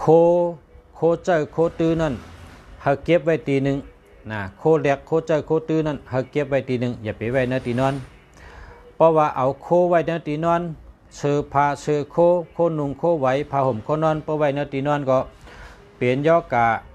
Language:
Shan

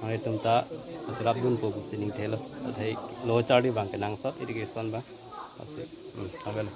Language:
Karbi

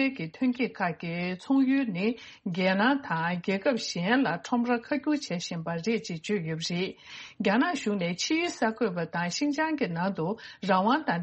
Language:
Tibetan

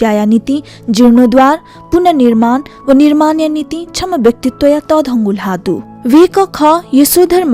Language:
Newari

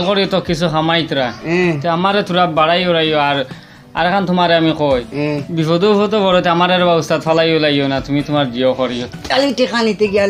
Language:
Sylheti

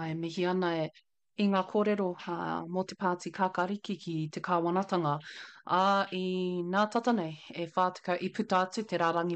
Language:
Māori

